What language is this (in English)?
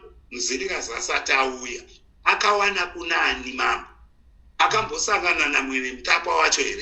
Shona